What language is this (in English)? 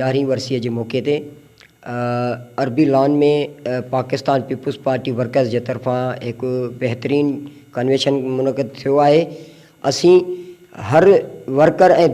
Sindhi